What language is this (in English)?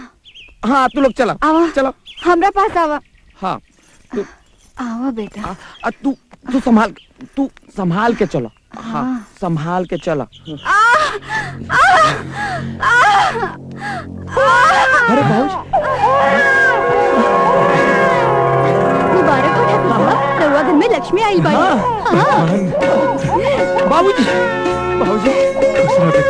Bhojpuri